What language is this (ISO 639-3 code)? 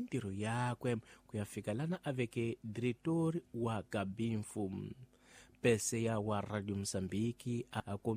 tso